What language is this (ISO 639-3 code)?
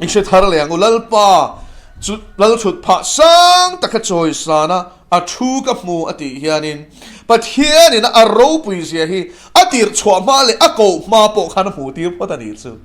lus